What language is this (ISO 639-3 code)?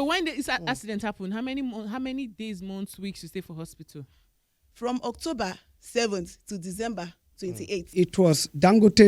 pcm